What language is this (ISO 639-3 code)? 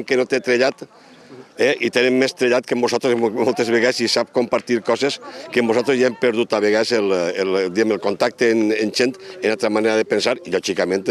cat